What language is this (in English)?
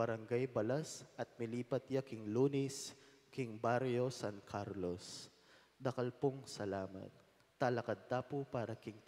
Pampanga